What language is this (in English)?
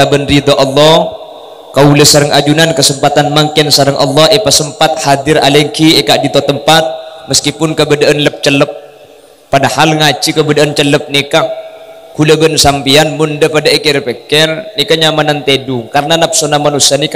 Madurese